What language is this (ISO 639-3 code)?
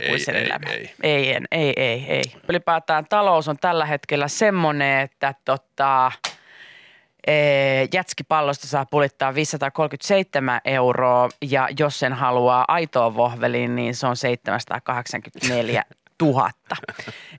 fin